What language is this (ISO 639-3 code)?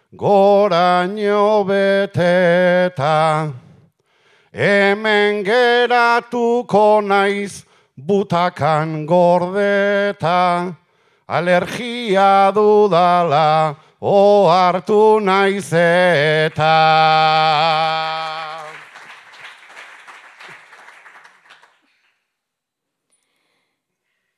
eus